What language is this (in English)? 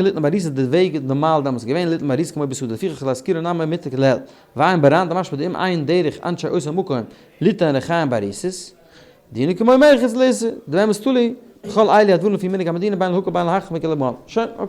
Yiddish